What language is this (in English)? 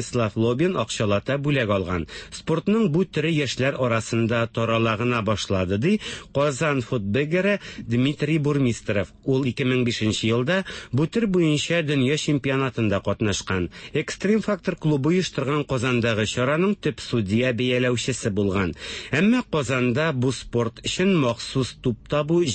Tatar